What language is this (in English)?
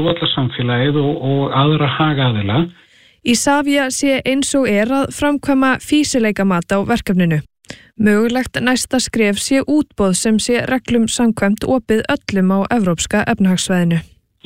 Icelandic